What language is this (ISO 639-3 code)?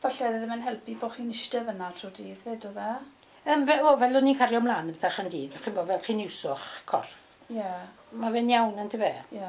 cym